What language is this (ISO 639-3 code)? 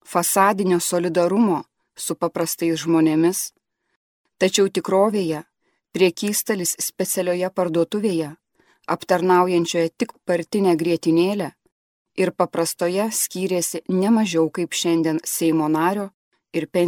lit